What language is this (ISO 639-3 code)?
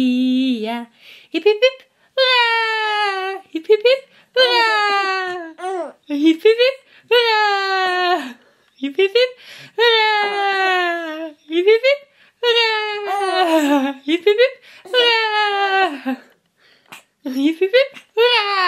nld